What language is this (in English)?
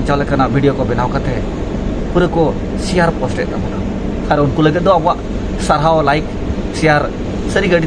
Santali